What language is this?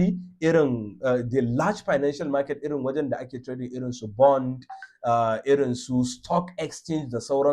Hausa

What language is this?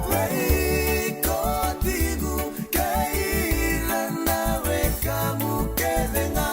Fijian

